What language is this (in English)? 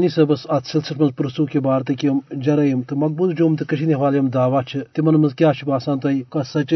Kashmiri